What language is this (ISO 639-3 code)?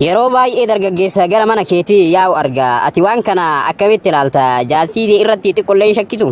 orm